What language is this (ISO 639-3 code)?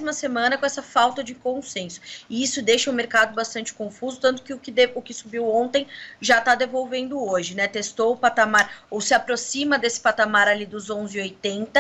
por